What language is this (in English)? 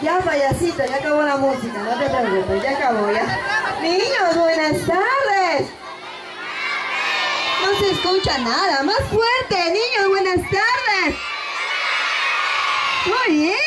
Spanish